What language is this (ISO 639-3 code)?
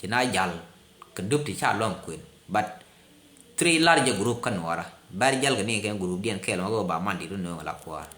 nus